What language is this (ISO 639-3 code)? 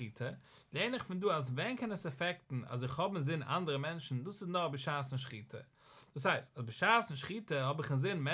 yid